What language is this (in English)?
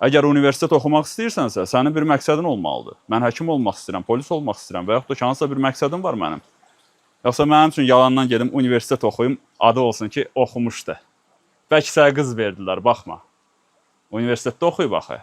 Azerbaijani